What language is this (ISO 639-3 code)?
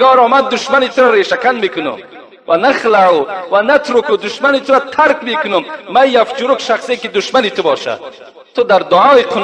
tgk